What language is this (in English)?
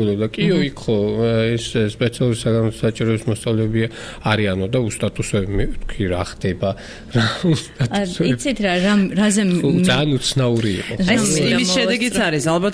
Georgian